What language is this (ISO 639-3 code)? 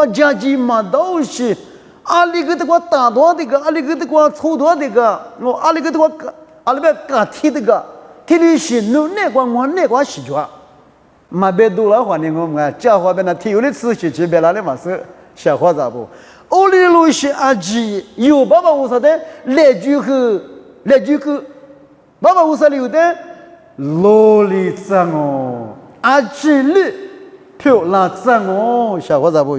lis